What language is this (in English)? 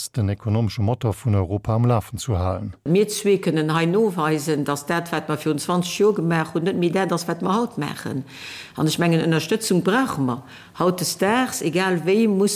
Luxembourgish